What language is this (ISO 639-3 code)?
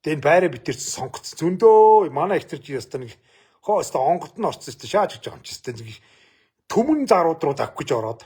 mon